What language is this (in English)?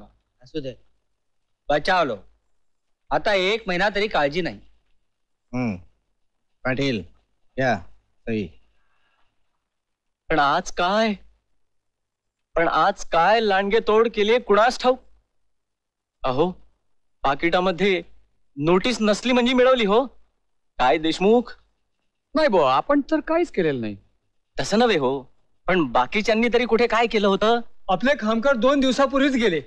Marathi